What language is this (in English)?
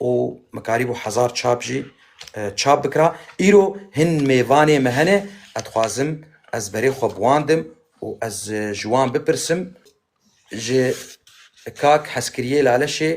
Kurdish